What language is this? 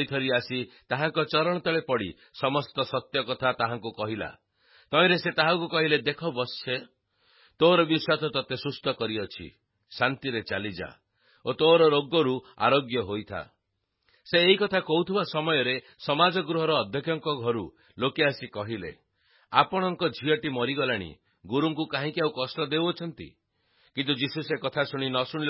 Odia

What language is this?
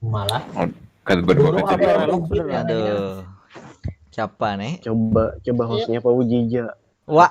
Banjar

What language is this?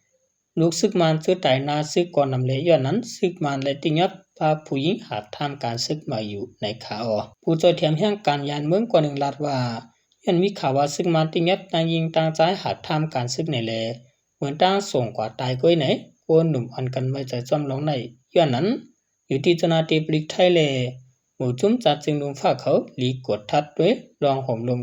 Shan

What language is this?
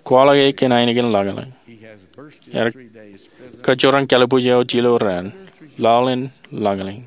Marshallese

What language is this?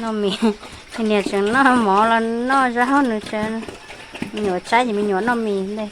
Hmong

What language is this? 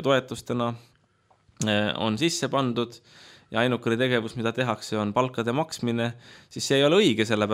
Estonian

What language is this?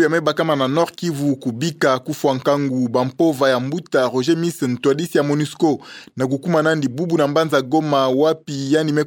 Kituba (Democratic Republic of Congo)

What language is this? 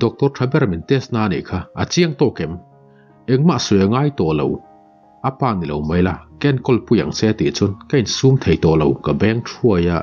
Mizo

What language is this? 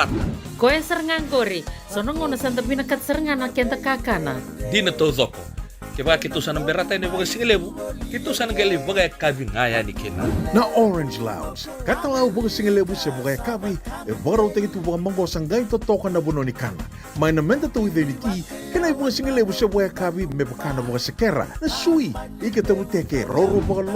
Fijian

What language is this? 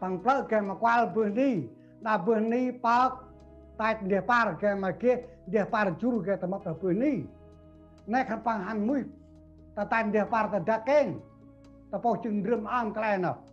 Central Mnong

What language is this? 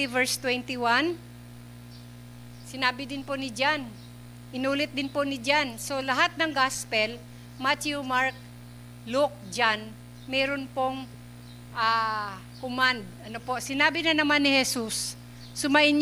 Filipino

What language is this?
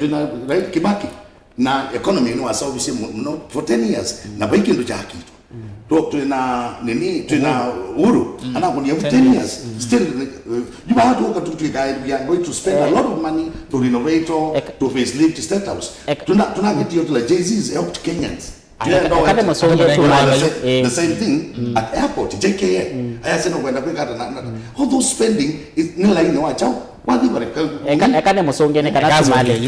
Kamba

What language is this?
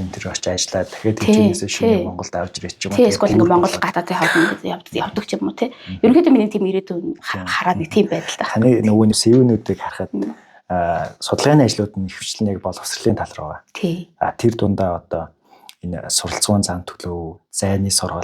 Mongolian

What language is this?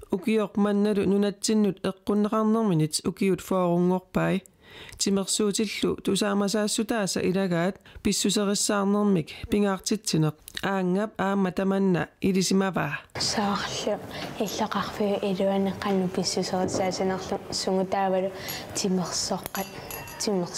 Kalaallisut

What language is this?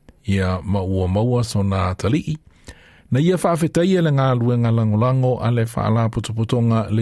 Samoan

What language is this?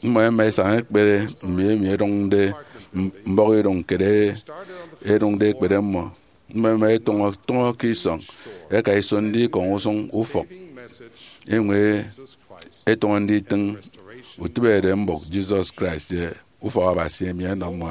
Efik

